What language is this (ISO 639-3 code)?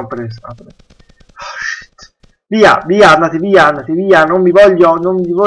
ita